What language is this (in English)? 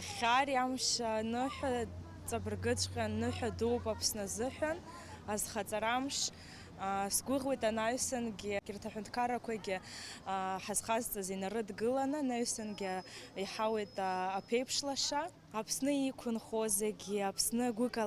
Abkhazian